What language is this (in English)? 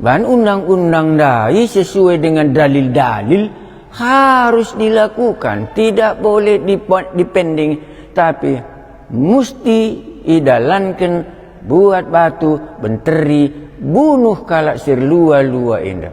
Batak Karo